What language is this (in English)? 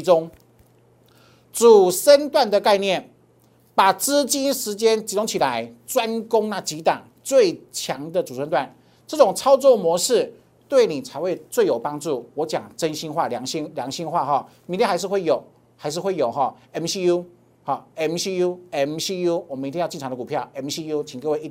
Chinese